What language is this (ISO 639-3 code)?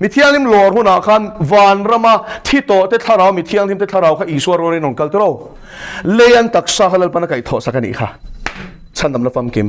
lus